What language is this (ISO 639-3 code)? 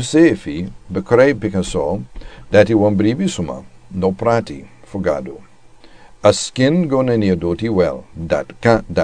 srn